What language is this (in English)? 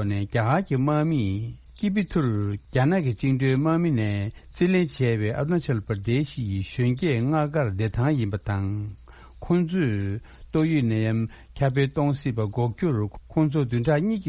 Tibetan